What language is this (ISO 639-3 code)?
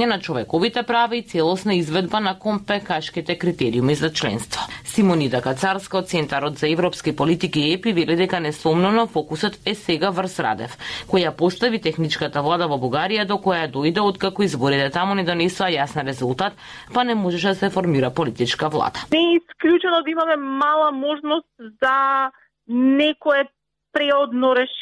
mkd